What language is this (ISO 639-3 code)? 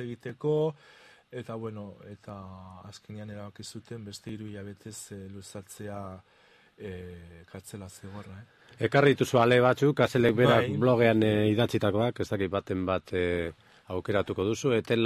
eus